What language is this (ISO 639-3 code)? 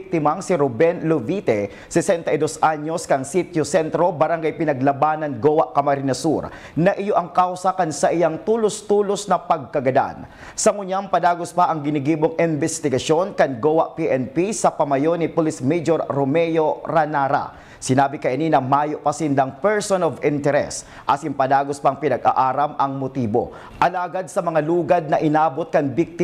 bik